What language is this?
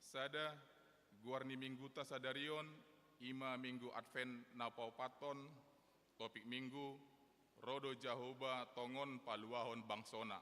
Batak Toba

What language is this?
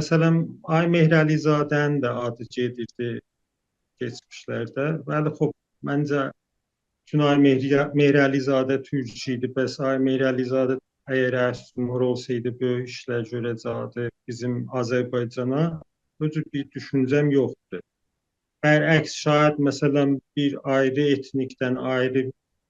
South Azerbaijani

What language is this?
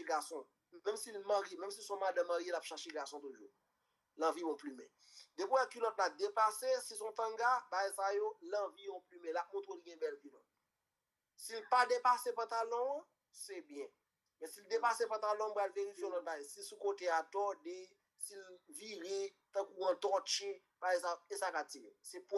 Haitian Creole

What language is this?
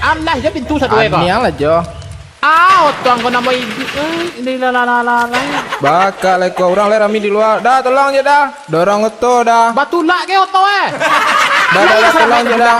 Minangkabau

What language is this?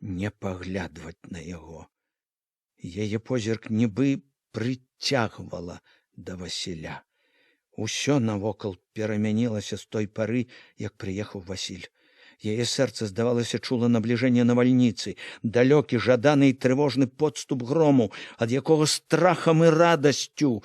Belarusian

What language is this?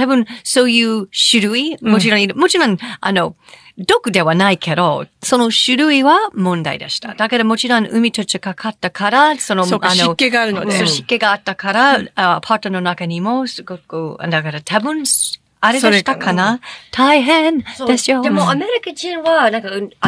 Japanese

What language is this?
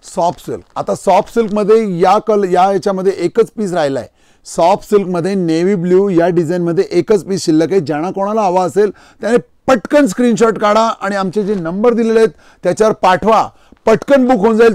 Marathi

